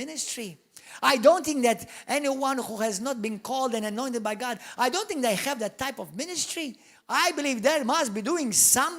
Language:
English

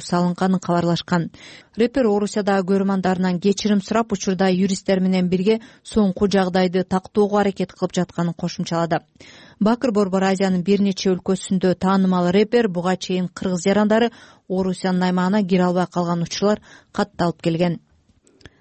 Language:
Kyrgyz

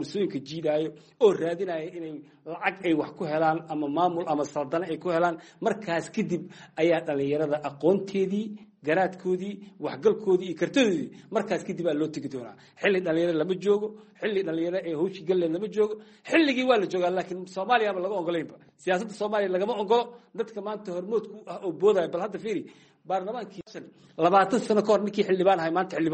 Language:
Somali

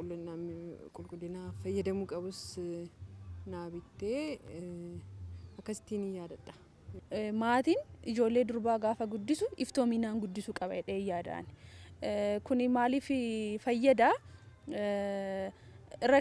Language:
Oromo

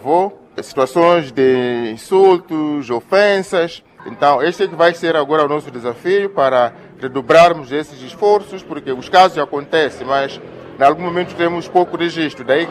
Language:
Portuguese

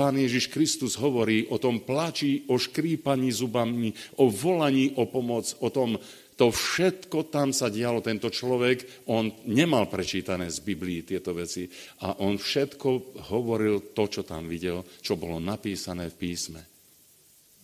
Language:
Slovak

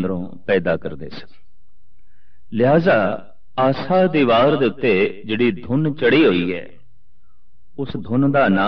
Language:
Punjabi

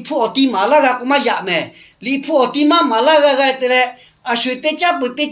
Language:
Lahu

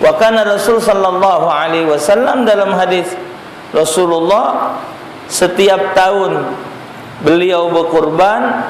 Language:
Musi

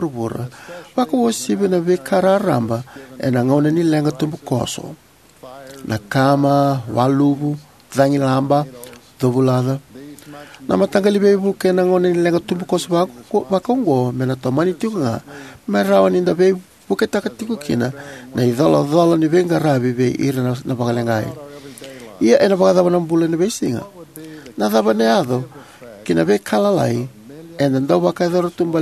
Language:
Fijian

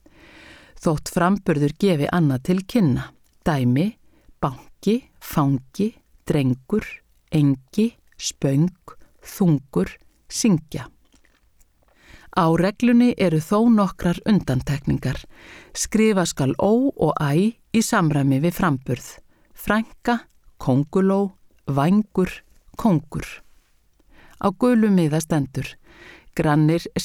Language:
Icelandic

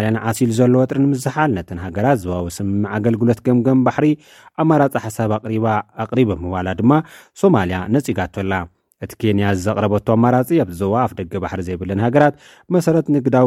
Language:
Tigrinya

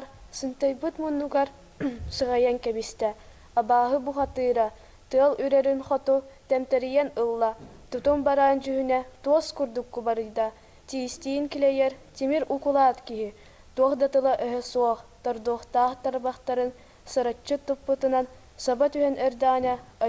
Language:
Yakut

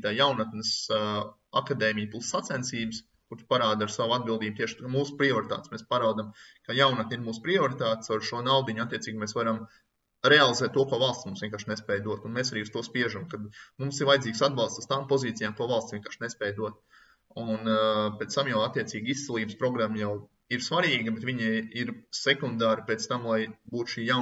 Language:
Latvian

